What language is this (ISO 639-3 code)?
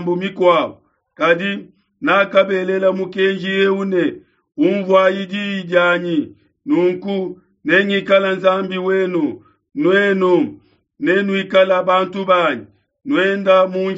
lua